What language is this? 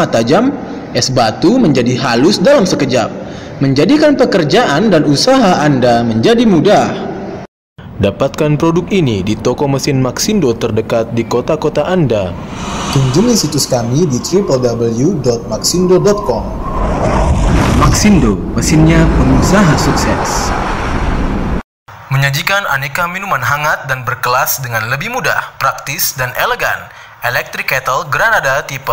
Indonesian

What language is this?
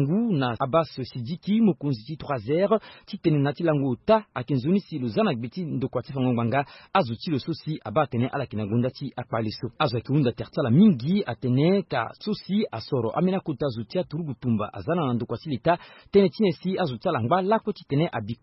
Sango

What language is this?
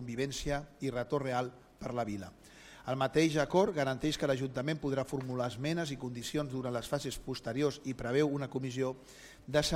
Catalan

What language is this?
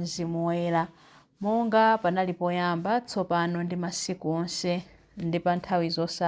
Nyanja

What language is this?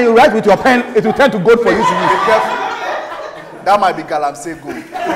English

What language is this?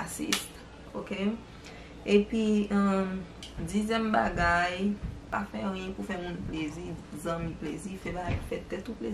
Haitian Creole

